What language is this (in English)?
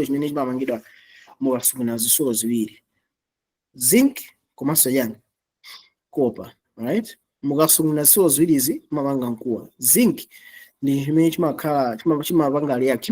Nyanja